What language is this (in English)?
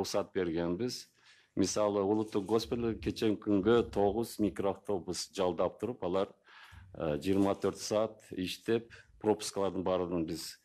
Kyrgyz